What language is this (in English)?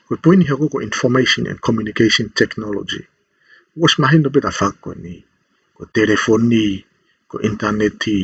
Tongan